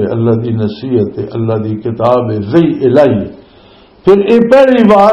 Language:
Western Panjabi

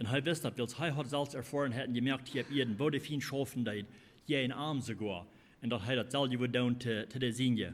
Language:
Plautdietsch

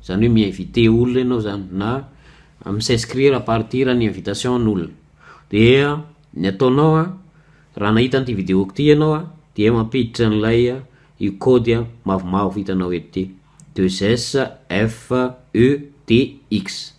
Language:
Malagasy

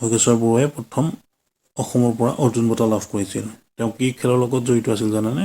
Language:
Assamese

